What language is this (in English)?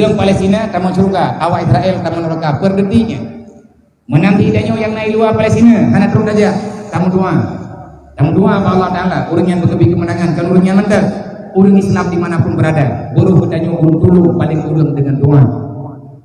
Achinese